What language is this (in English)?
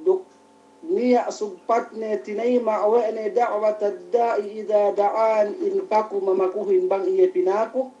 Yakan